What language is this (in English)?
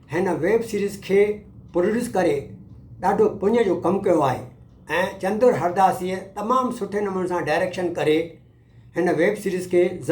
Sindhi